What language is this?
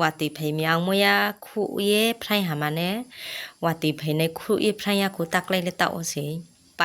Riang (India)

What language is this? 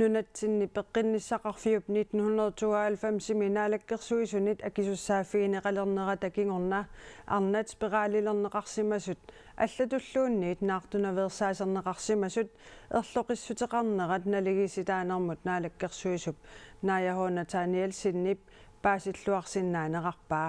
Kalaallisut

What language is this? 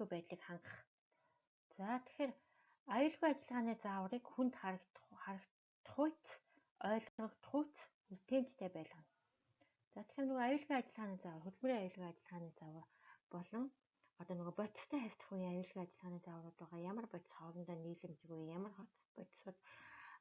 Mongolian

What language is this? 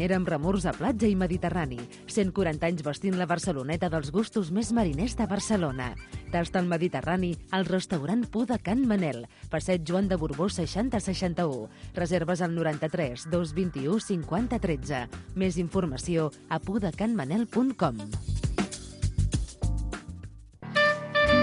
Catalan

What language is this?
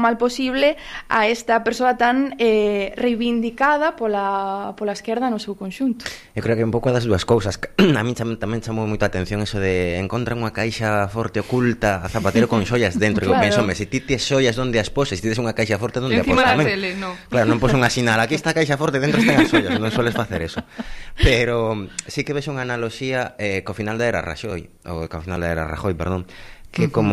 Galician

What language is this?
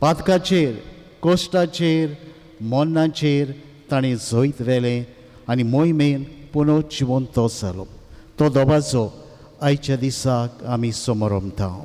Konkani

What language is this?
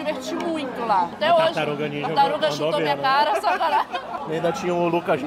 Portuguese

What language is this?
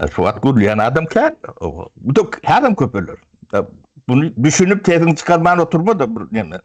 Turkmen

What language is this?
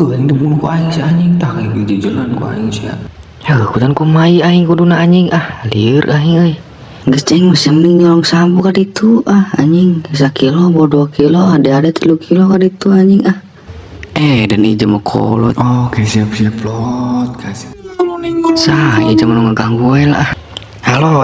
Sundanese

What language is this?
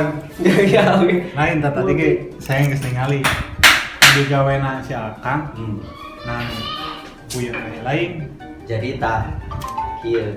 Sundanese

